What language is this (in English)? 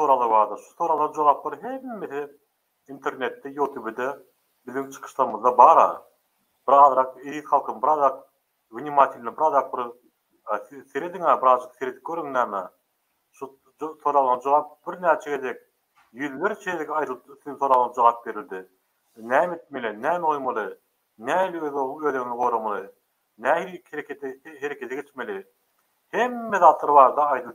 Turkmen